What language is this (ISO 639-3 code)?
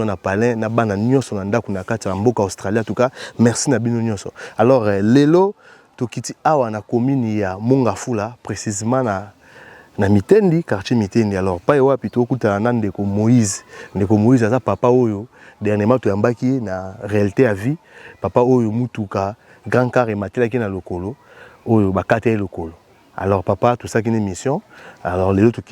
lin